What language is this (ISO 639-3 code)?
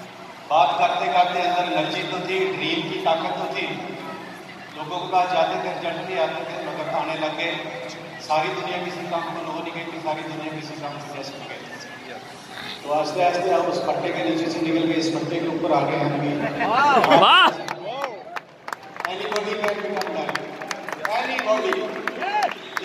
hin